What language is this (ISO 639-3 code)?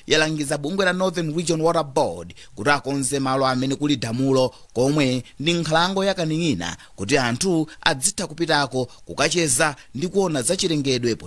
nya